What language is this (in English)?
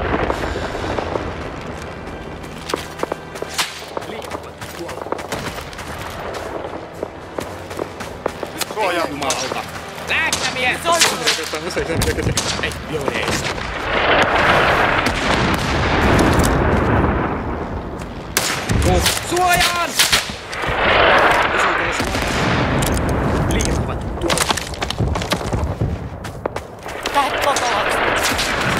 Finnish